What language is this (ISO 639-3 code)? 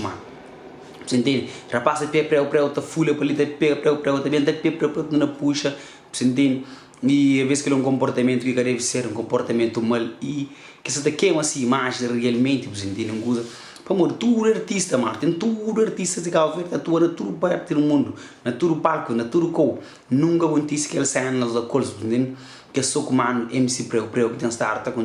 kea